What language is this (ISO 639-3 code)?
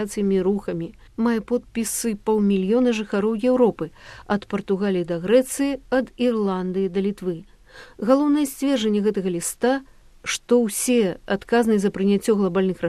bel